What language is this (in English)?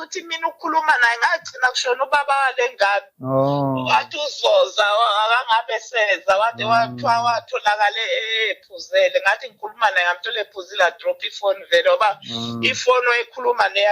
Zulu